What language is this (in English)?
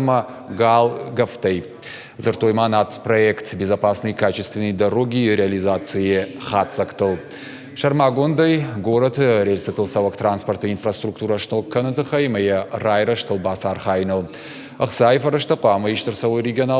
Ossetic